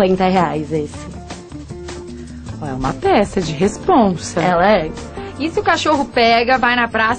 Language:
Portuguese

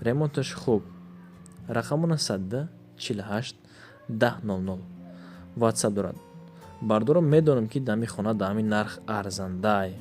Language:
Tajik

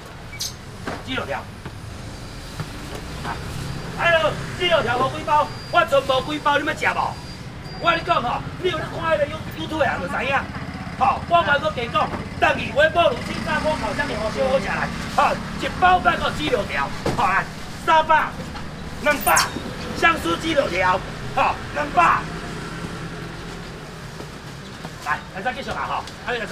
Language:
Min Nan Chinese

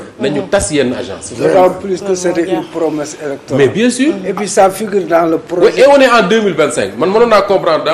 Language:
Wolof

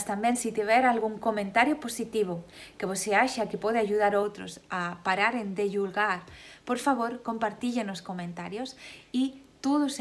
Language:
Galician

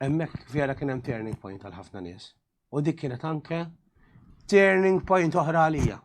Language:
Maltese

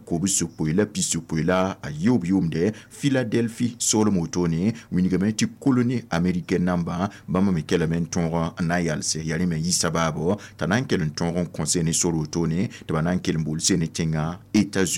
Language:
Mossi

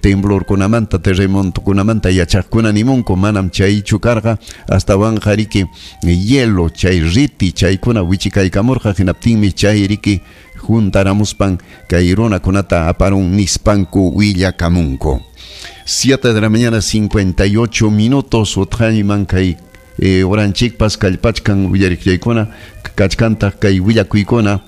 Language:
Ayacucho Quechua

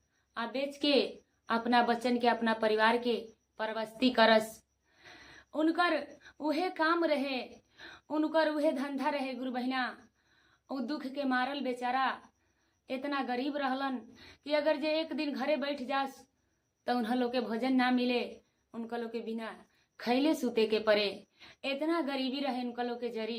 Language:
Bhojpuri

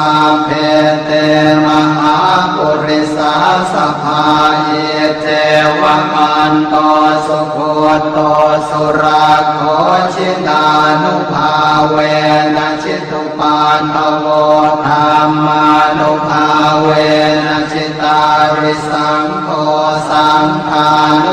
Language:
Pali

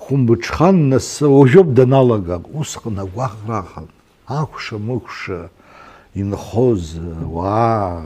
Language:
Abkhazian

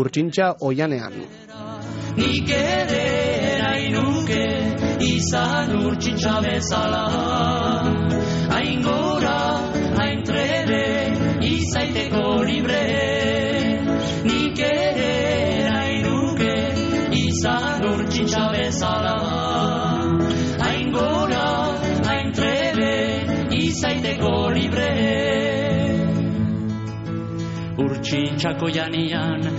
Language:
Basque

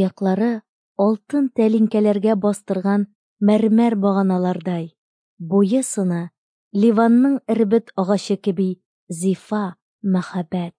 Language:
Tatar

